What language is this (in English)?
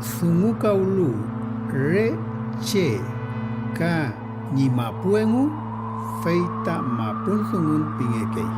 Mapuche